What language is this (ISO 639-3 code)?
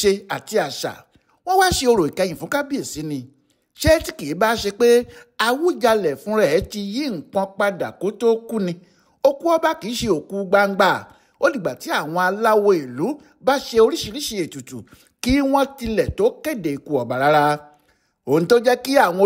yor